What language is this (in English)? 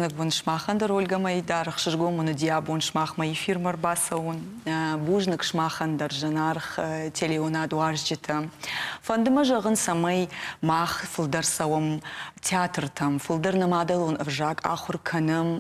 Ossetic